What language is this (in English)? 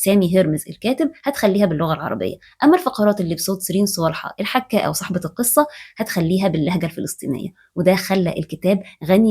Egyptian Arabic